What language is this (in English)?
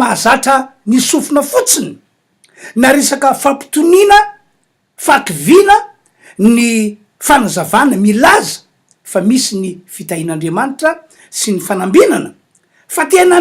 Malagasy